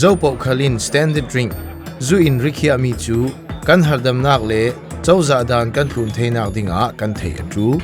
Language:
Falam Chin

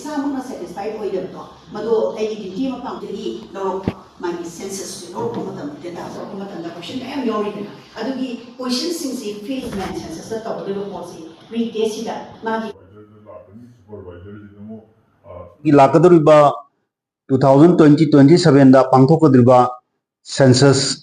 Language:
Manipuri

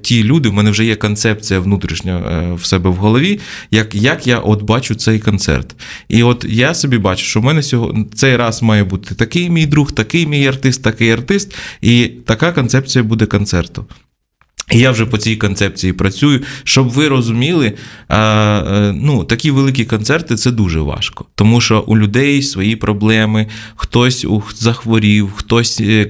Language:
Ukrainian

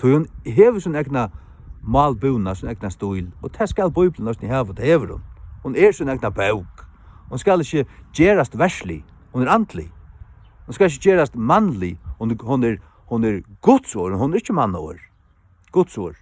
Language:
Faroese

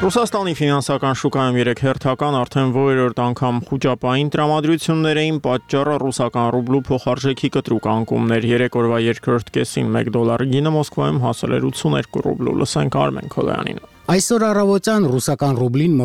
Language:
Armenian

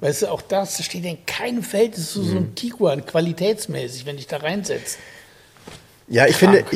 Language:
German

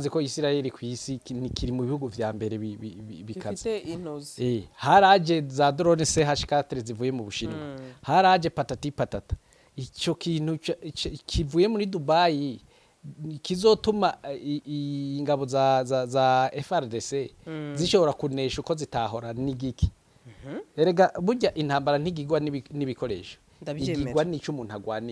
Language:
Rundi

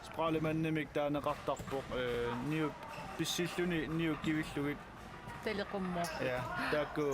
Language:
Kalaallisut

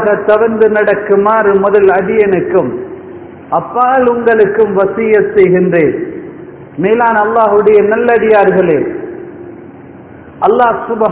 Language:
Tamil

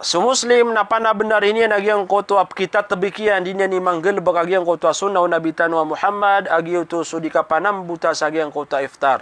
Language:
Maranao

